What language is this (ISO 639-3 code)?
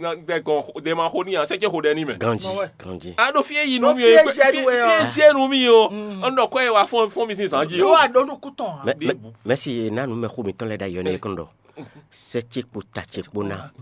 fon